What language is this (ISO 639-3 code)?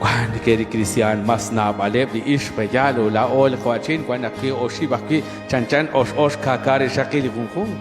kek